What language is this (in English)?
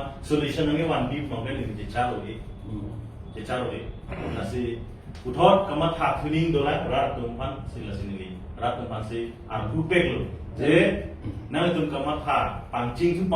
Karbi